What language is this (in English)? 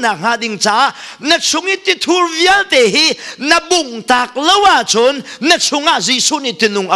Hakha Chin